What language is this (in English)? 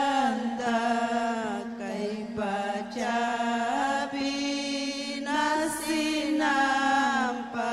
Ayacucho Quechua